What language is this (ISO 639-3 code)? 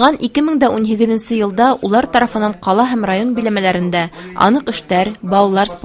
bak